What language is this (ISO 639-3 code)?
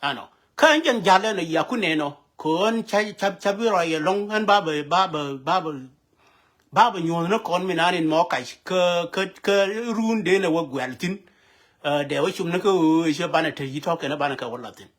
nus